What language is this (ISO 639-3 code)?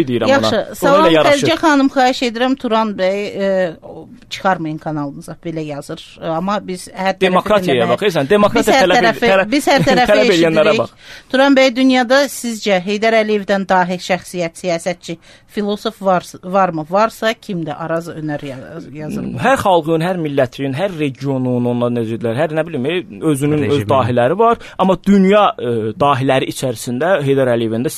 aze